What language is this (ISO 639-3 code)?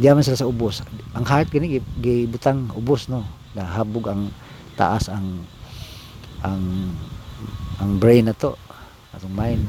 ceb